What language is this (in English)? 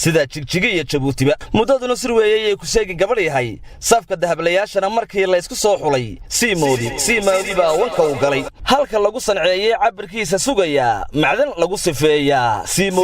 Somali